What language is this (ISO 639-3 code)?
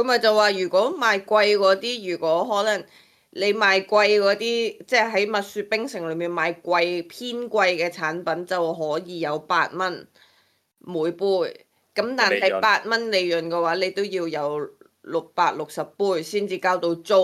yue